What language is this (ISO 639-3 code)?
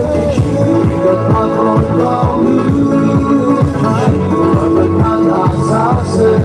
nmf